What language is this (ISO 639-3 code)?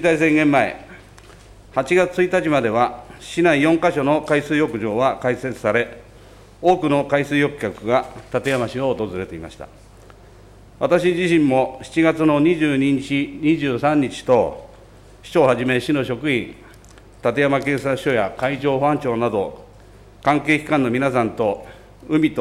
jpn